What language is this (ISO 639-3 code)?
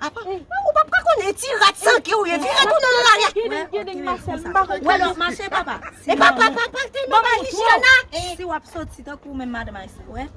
hat